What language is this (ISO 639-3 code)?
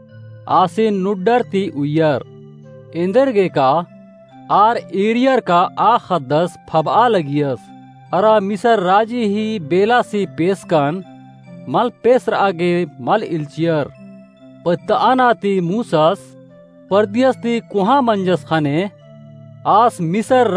kru